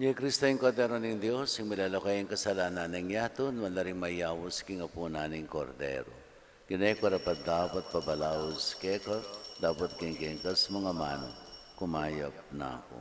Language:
Pampanga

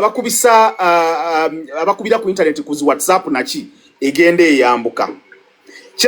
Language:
Ganda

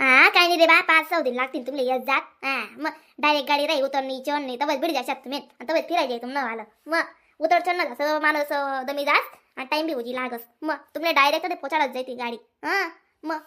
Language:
Khandesi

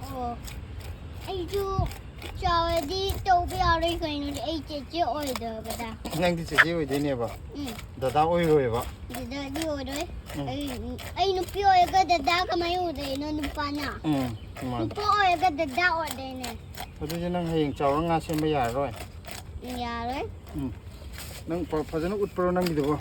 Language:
Manipuri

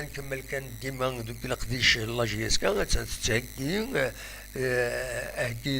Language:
Kabyle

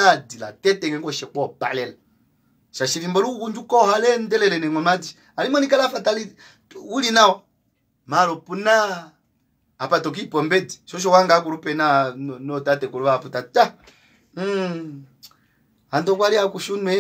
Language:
Kuanyama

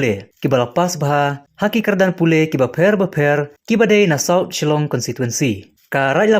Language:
Khasi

